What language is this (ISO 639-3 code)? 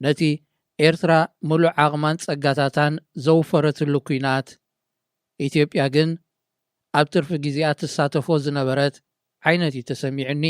tir